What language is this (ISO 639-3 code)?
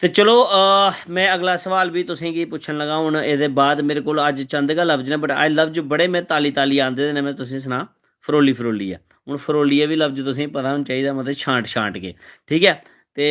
doi